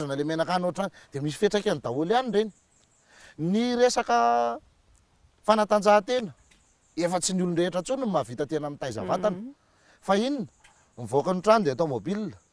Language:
Malagasy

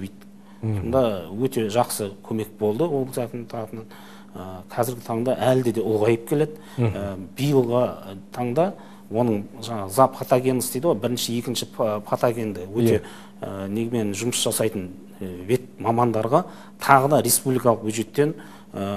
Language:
Kazakh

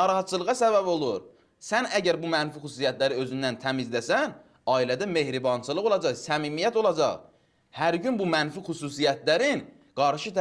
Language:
Azerbaijani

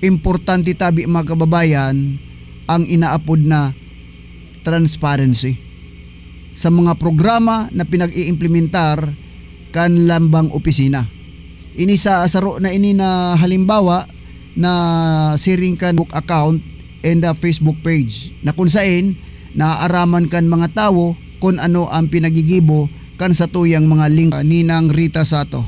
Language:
Bikol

